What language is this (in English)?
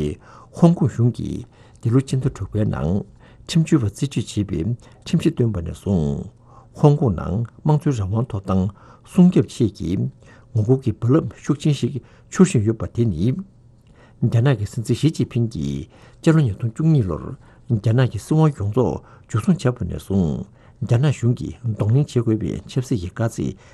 Tibetan